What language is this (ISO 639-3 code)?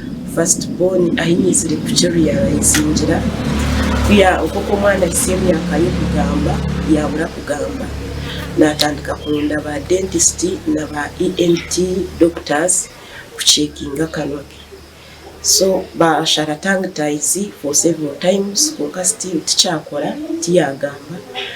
nyn